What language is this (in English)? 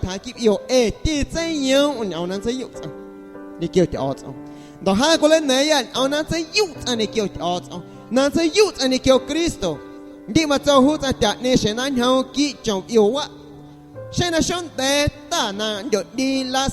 Guerrero Amuzgo